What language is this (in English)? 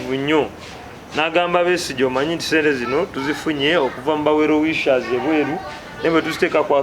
Ganda